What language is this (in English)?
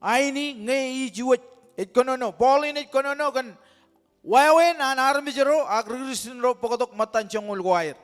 Marshallese